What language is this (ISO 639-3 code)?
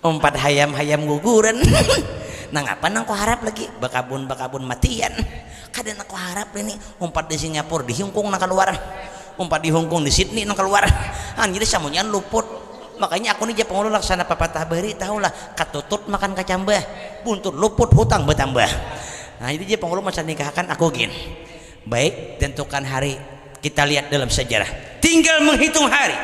bjn